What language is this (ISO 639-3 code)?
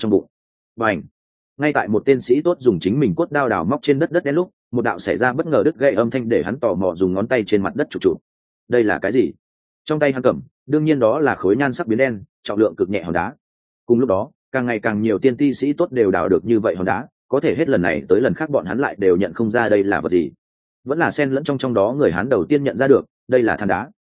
vie